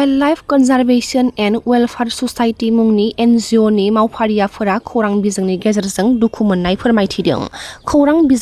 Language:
Bodo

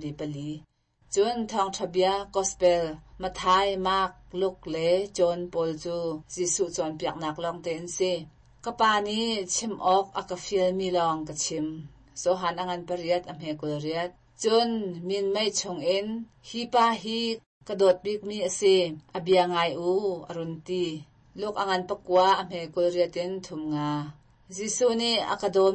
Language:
Hakha Chin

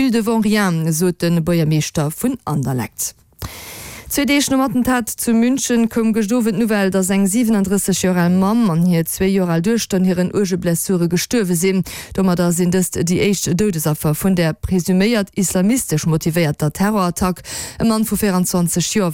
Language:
Luxembourgish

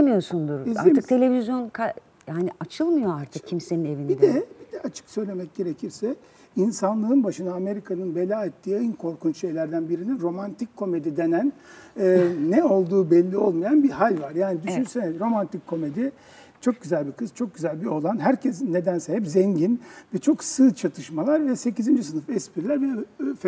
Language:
Turkish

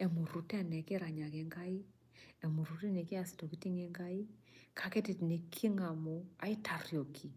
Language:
Masai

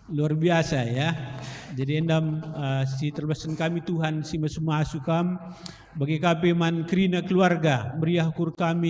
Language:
Batak Karo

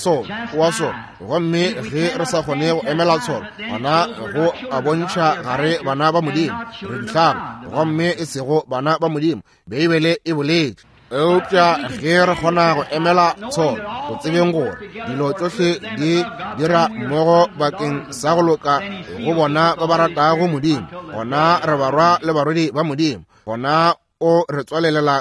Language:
Northern Sotho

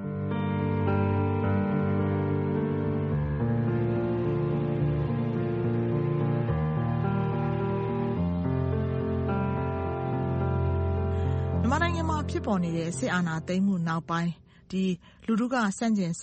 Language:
Burmese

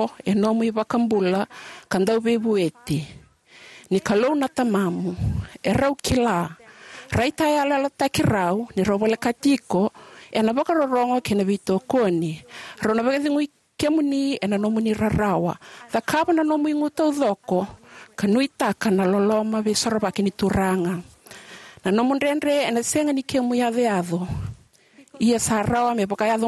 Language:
Fijian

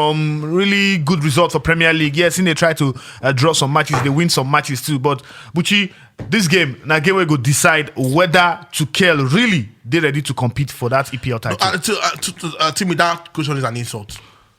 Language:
Nigerian Pidgin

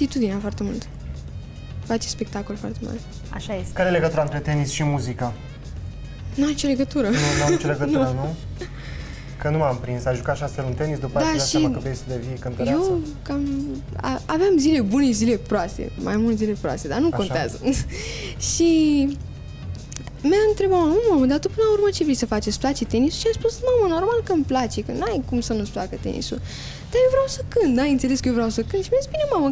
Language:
Romanian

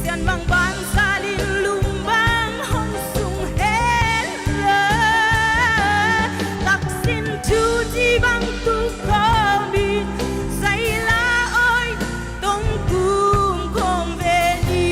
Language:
Paite Chin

